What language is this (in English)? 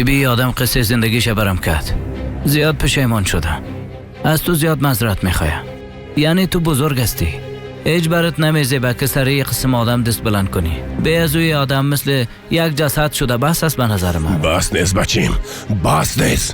Persian